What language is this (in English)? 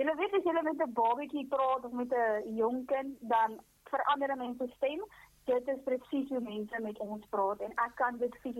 Afrikaans